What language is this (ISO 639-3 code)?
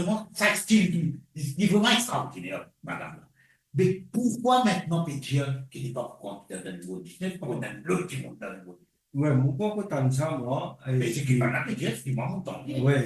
mfe